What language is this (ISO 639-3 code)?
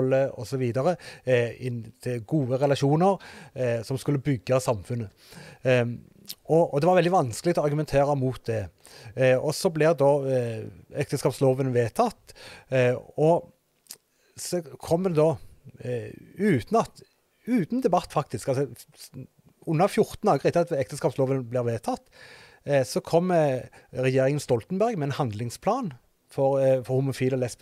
nor